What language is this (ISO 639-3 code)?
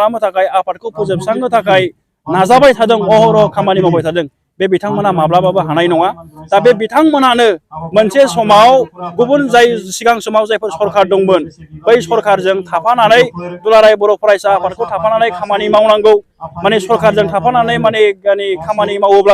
brx